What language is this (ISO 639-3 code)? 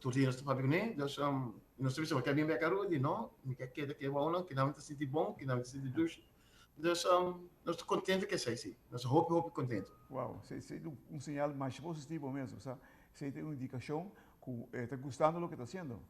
pap